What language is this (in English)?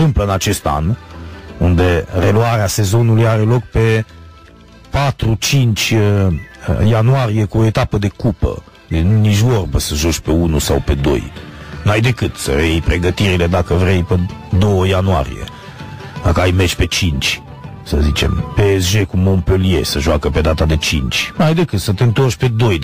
Romanian